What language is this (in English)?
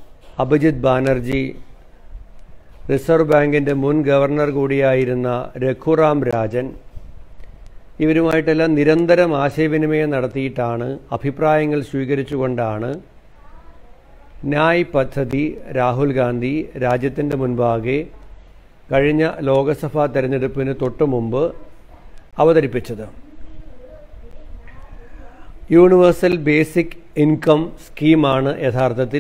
Malayalam